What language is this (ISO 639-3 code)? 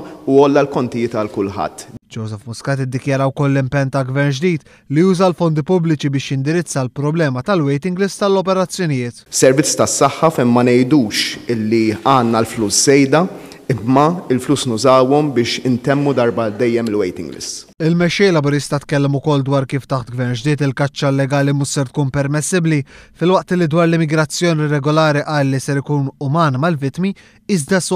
mlt